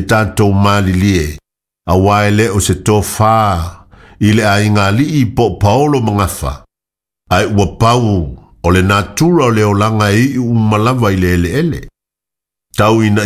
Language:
Samoan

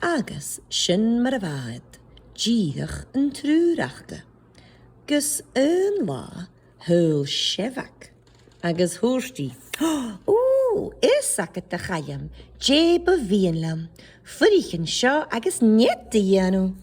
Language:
Scottish Gaelic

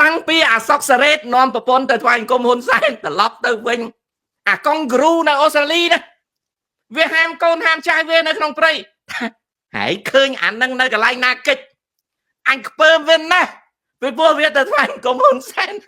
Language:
Khmer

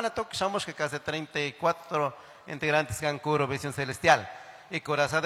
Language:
Chimborazo Highland Quichua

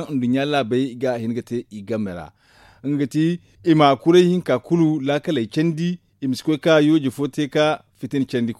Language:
Zarma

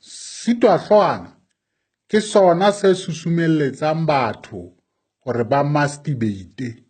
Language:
Southern Sotho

